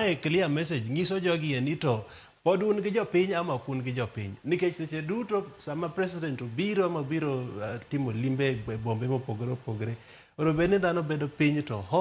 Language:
Luo (Kenya and Tanzania)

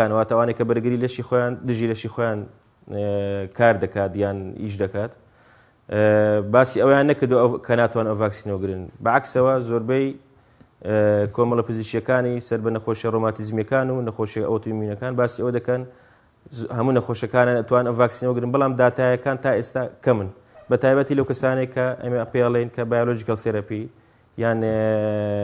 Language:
Central Kurdish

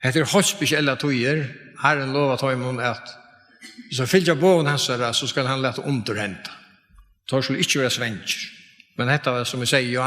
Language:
Faroese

